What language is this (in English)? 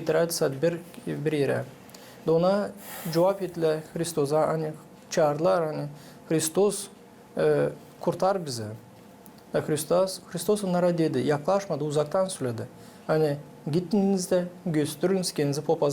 Gagauz